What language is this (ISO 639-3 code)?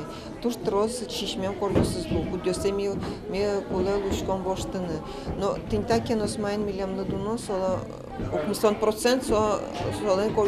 udm